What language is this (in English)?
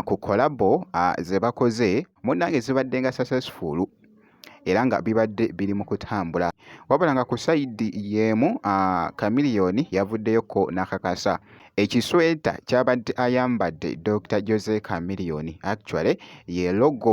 Ganda